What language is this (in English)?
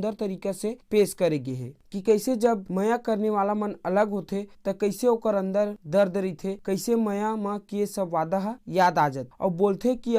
Chhattisgarhi